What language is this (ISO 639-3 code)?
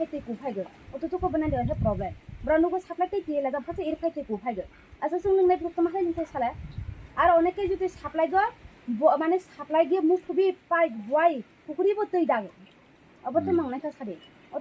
trp